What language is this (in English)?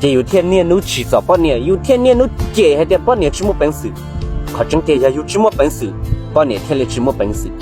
Hmong